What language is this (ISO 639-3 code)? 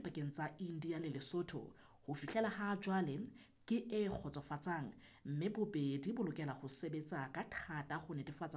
sot